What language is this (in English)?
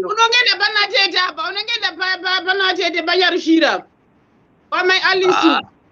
Shona